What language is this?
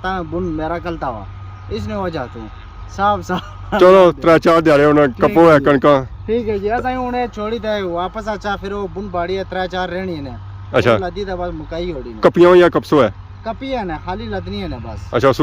Pahari-Potwari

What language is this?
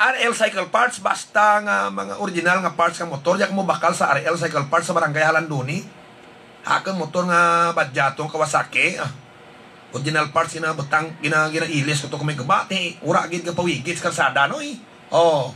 Hiligaynon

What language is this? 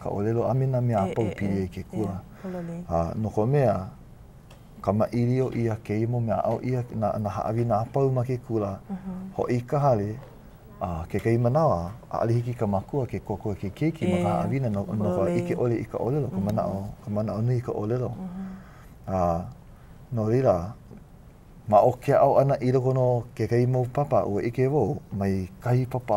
Hawaiian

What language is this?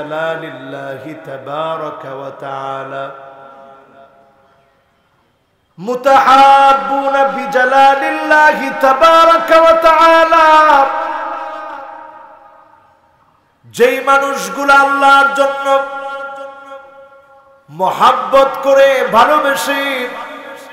Bangla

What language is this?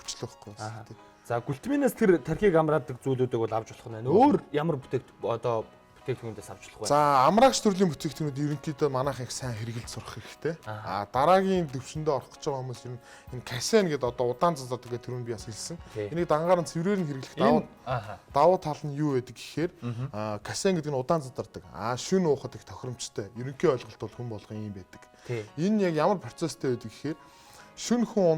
Mongolian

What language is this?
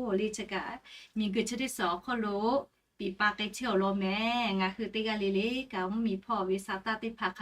Lahu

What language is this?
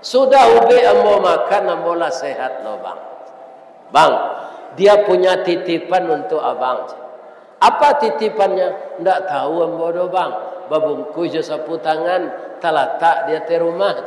Minangkabau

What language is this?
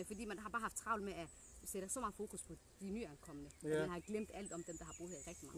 Danish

